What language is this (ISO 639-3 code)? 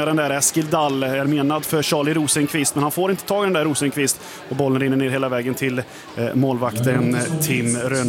swe